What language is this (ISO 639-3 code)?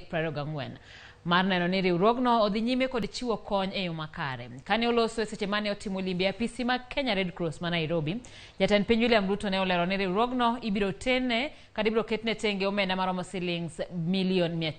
luo